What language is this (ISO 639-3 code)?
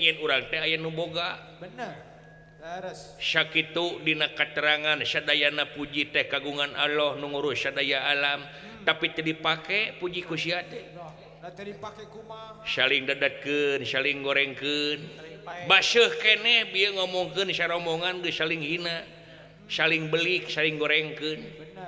sun